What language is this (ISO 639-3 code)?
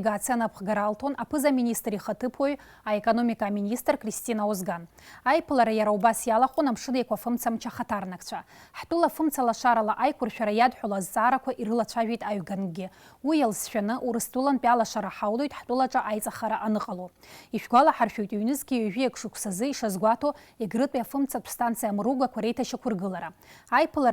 abk